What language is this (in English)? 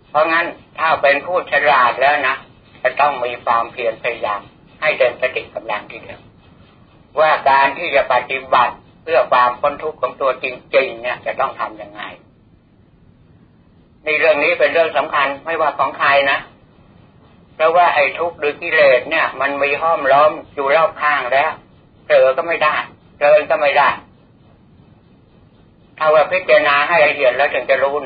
Thai